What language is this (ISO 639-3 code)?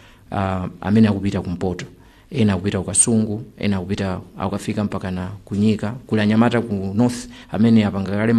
nya